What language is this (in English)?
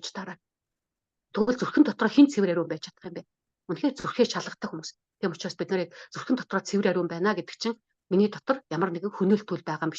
Mongolian